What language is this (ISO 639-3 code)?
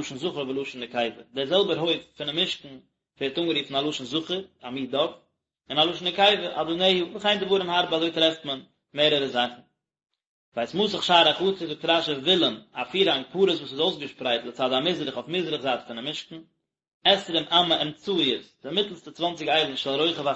yid